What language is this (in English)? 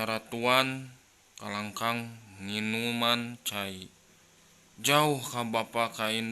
Sundanese